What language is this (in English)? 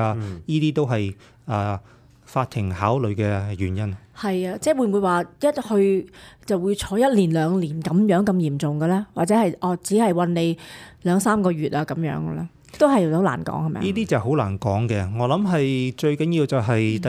Cantonese